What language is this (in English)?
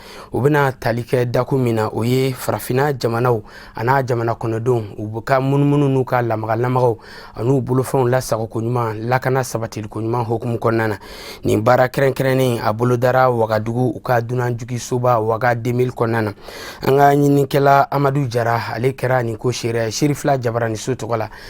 Bambara